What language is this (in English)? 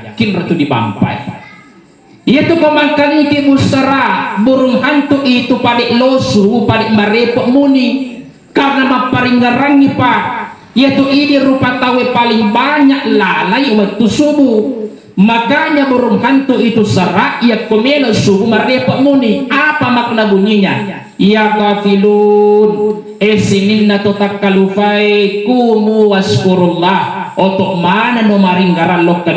Buginese